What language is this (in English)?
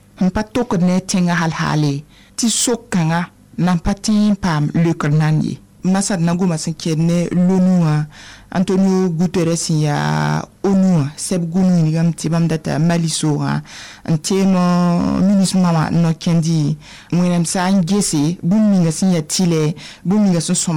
Mossi